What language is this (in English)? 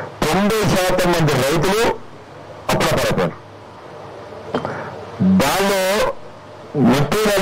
Telugu